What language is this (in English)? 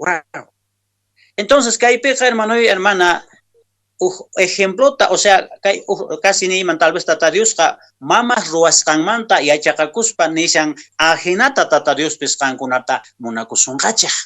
Quechua